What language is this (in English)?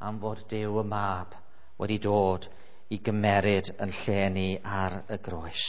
Welsh